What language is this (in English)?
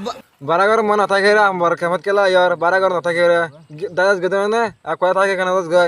Rohingya